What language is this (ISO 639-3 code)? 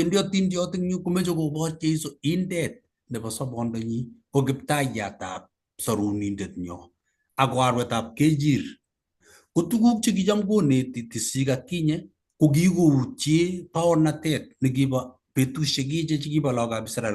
kln